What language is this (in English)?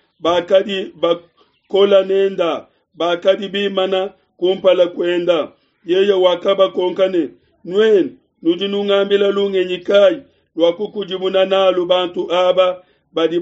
Luba-Lulua